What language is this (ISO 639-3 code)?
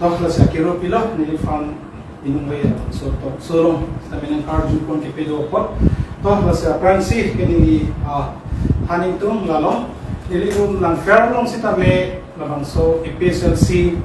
mjw